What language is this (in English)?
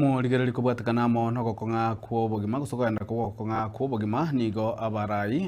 Gusii